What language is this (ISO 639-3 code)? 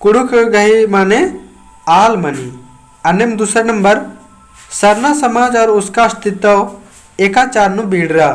kru